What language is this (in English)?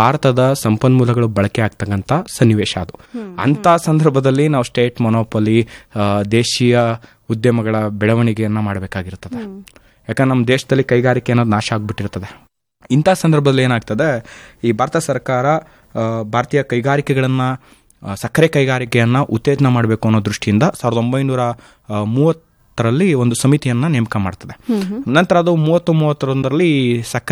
Kannada